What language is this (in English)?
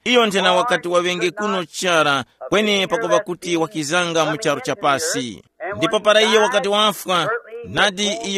Tumbuka